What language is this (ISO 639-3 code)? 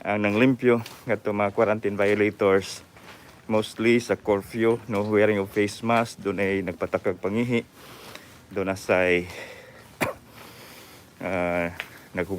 ceb